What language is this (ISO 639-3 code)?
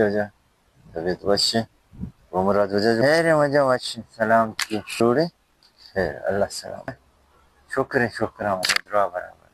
bal